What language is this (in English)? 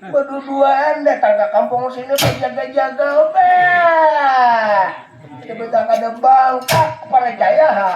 Banjar